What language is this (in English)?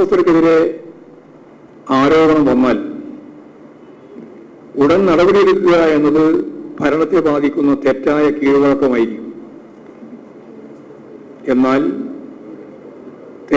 Malayalam